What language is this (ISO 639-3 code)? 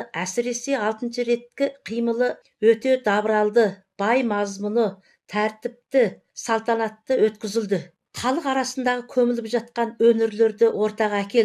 kaz